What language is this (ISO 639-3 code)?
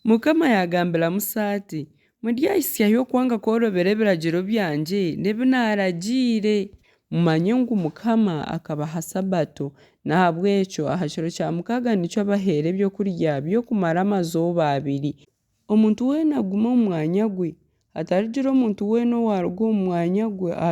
nyn